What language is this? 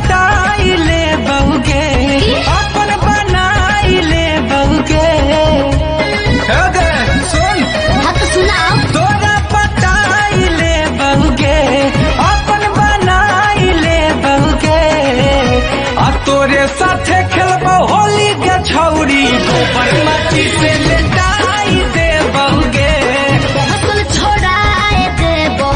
Bhojpuri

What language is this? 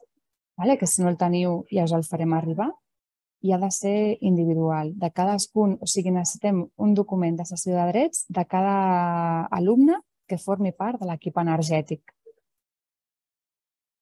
Catalan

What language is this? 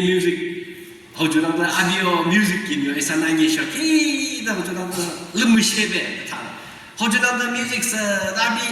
Yimchungru Naga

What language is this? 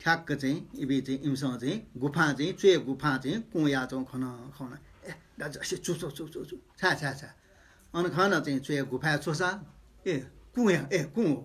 Newari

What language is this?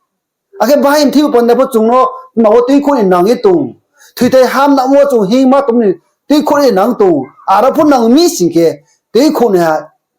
Riang (India)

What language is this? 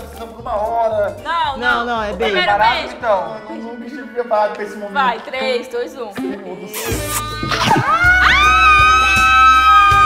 Portuguese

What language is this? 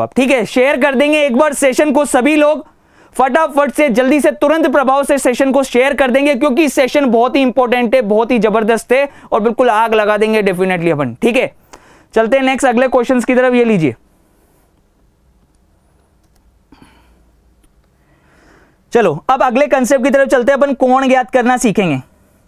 Hindi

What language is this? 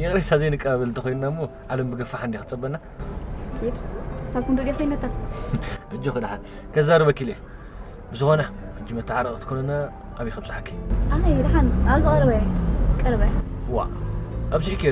Tigrinya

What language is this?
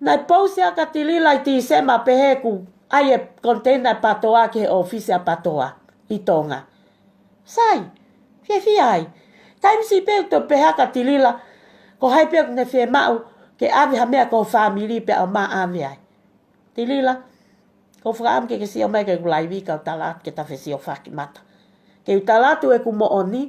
Tongan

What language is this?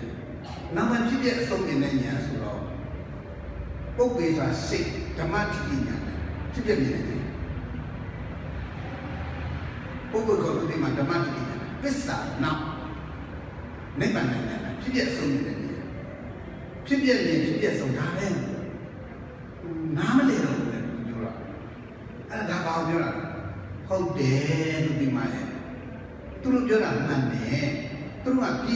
Burmese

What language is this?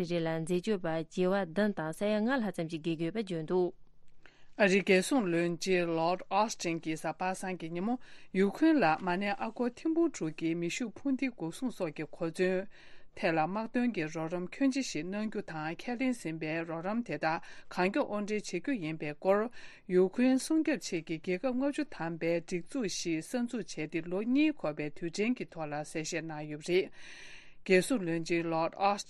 Tibetan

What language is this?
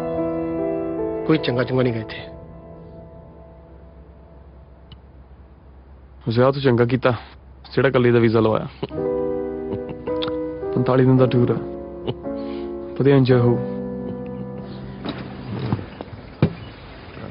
Punjabi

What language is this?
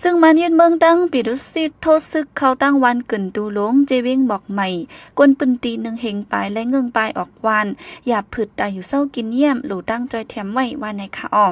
Shan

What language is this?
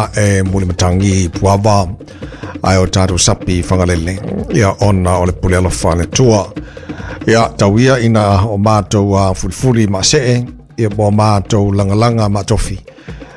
Samoan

